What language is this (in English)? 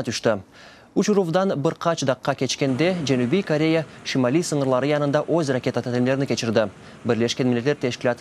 Crimean Tatar